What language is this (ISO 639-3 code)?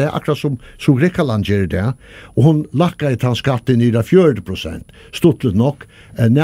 fao